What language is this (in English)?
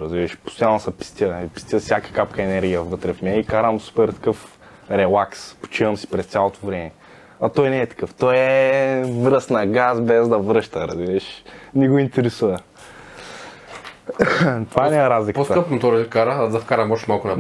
Bulgarian